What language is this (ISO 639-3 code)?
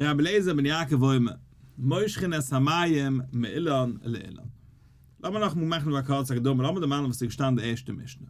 yid